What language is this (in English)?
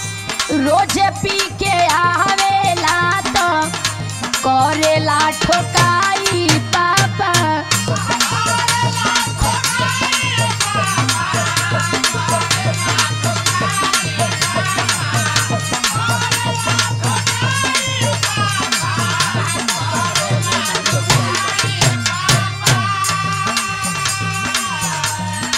Bhojpuri